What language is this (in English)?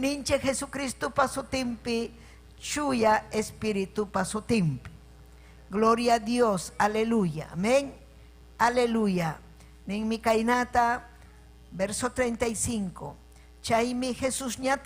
Ayacucho Quechua